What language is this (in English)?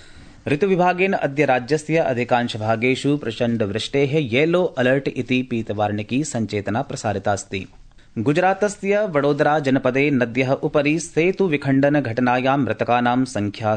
Sanskrit